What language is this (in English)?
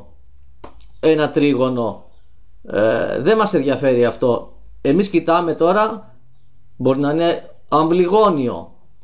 Greek